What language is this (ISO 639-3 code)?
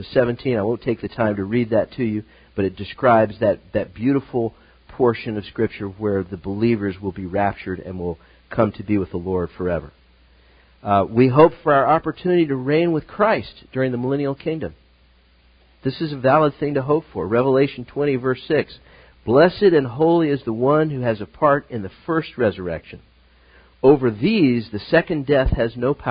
eng